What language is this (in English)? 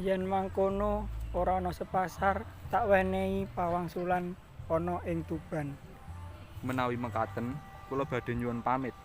Javanese